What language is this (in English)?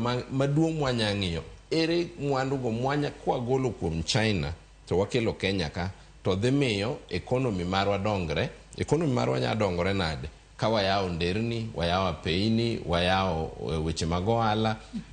Luo (Kenya and Tanzania)